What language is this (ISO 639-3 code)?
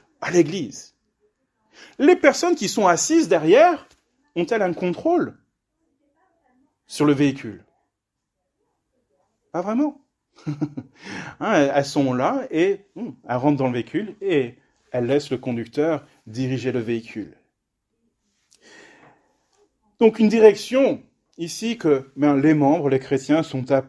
fra